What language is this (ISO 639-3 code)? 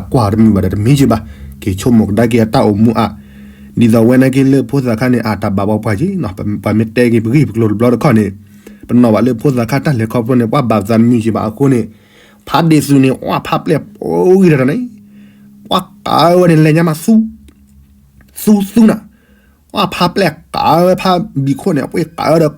ksw